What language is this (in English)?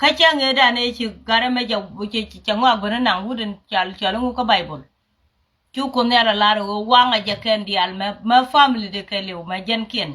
Nuer